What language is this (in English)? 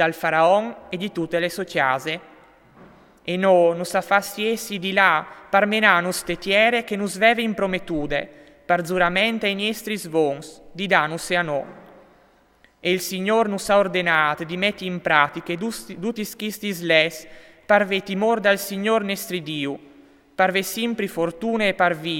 Friulian